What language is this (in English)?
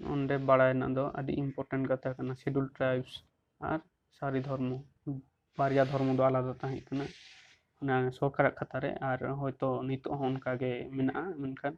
Santali